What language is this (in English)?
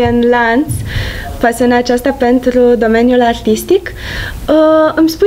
Romanian